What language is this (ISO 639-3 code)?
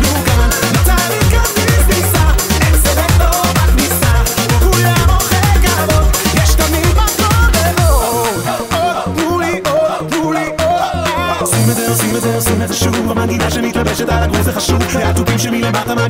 heb